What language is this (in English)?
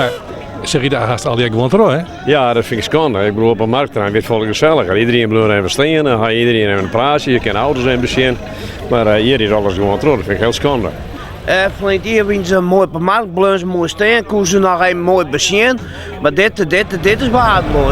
Western Frisian